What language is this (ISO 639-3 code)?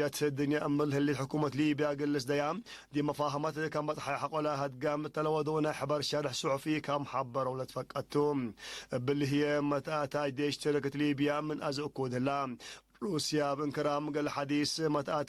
tig